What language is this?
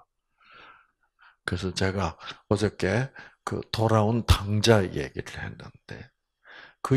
Korean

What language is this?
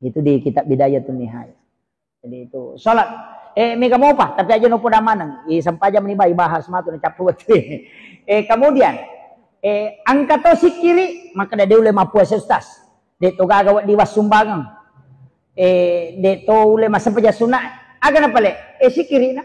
Buginese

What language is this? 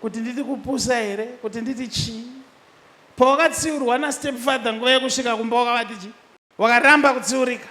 Shona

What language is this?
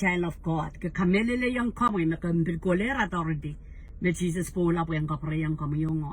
Pohnpeian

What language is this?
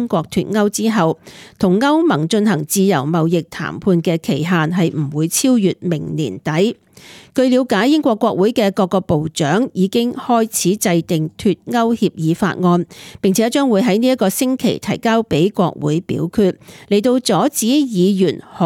Cantonese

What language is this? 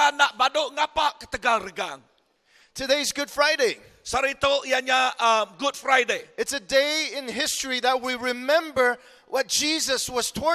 Iban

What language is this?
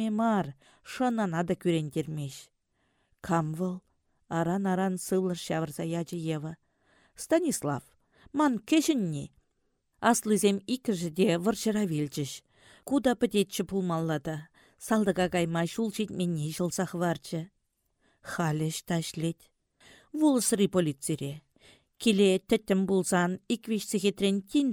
Chuvash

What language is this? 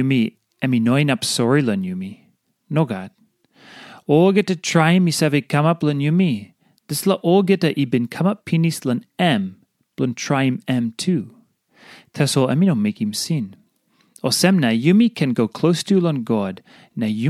Tok Pisin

